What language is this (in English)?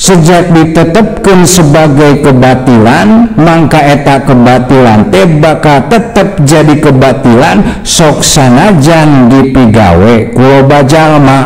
Sundanese